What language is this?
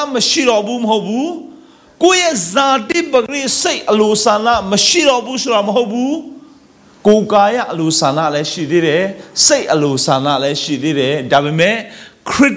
Burmese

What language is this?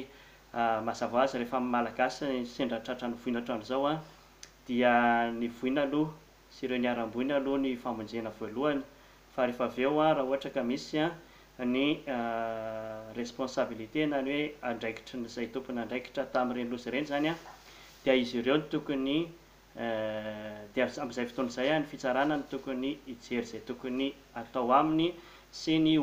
Malagasy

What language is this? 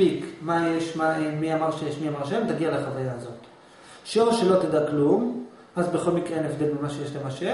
Hebrew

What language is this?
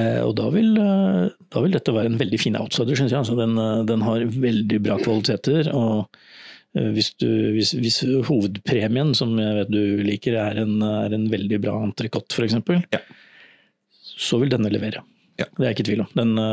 Norwegian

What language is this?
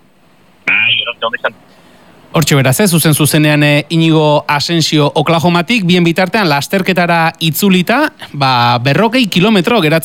Basque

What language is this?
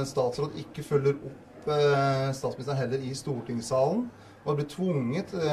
Norwegian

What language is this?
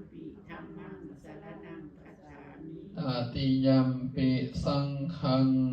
Lao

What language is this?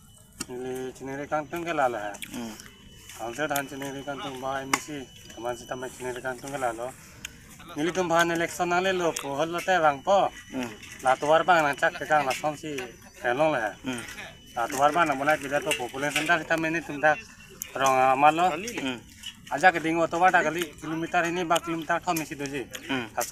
Karbi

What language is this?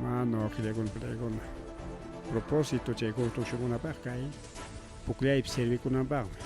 Ayacucho Quechua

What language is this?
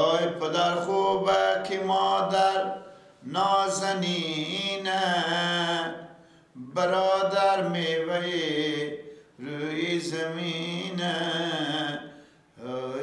Persian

